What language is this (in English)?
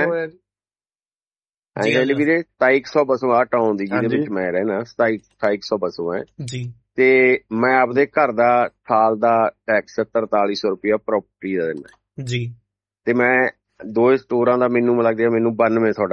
Punjabi